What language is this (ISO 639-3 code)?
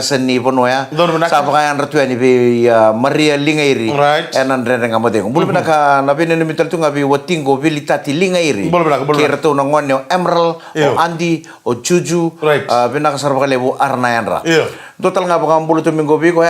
fij